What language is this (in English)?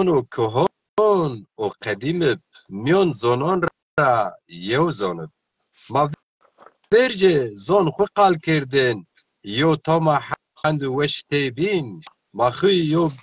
Zaza